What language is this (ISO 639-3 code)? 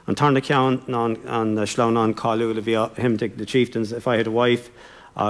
gle